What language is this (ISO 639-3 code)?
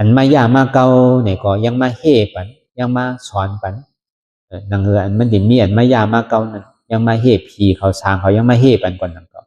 shn